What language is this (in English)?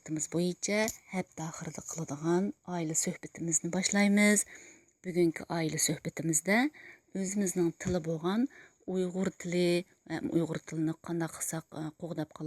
Uyghur